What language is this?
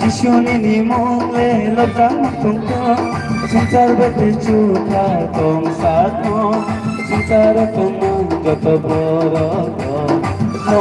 Kok Borok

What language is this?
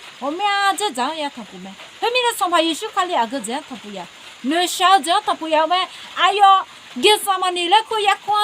Akha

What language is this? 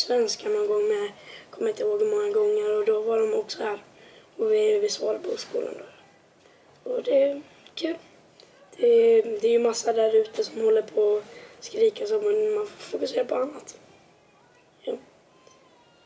Swedish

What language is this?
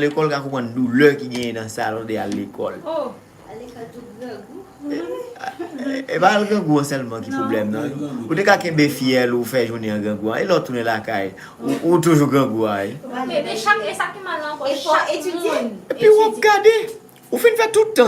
Haitian Creole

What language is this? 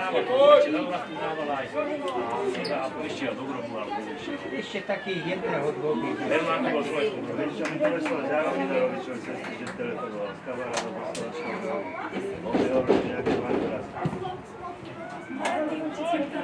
Slovak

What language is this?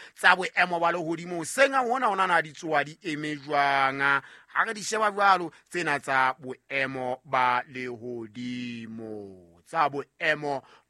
Southern Sotho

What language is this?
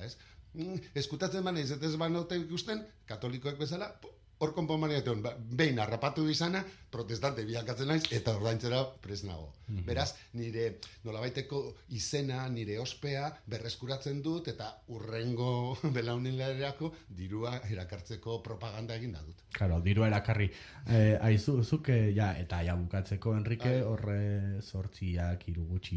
Basque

